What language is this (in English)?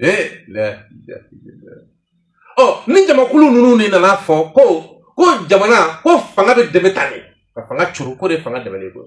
Bambara